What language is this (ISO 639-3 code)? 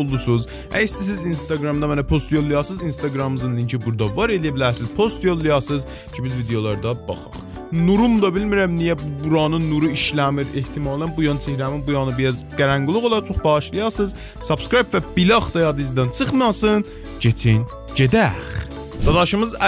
azb